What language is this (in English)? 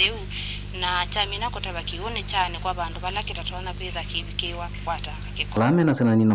Kamba